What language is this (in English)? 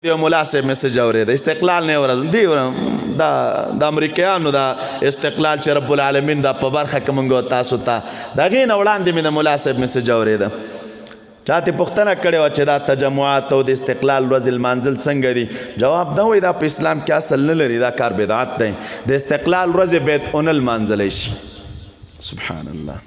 Pashto